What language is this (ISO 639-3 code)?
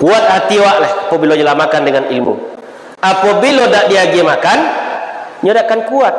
min